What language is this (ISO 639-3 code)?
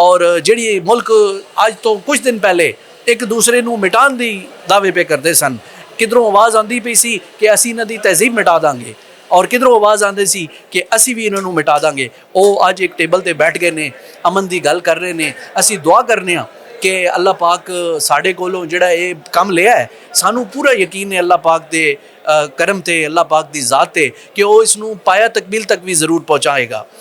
lah